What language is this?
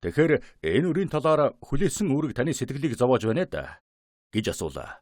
Mongolian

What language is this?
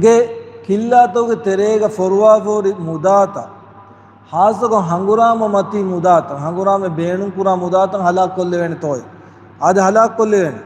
Divehi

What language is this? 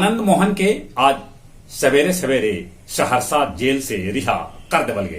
Magahi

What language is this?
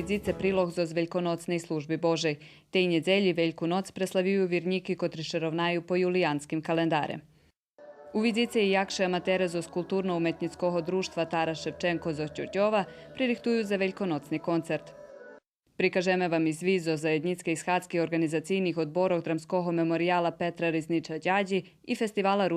Rusyn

